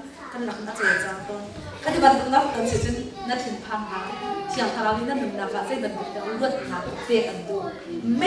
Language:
Hakha Chin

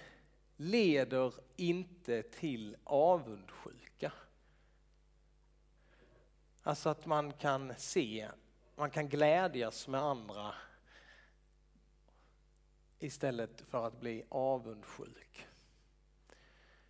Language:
Swedish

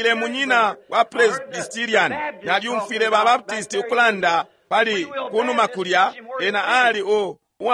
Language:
Bemba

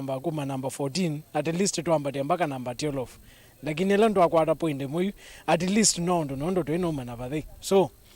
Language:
Kamba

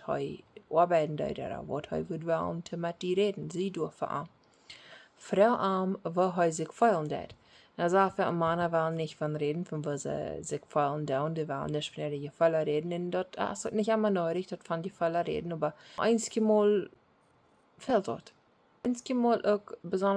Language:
Plautdietsch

